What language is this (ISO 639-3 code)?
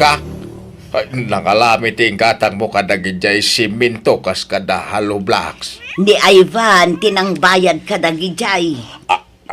ilo